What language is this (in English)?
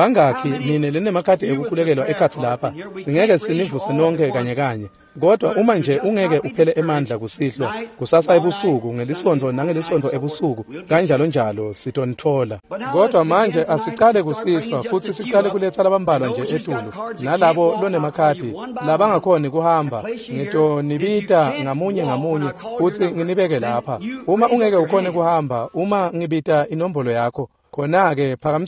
Swati